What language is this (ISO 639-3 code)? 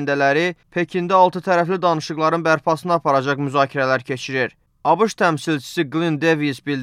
aze